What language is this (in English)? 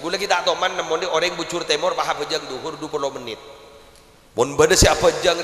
Madurese